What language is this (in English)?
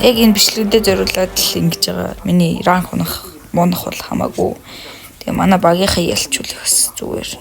Mongolian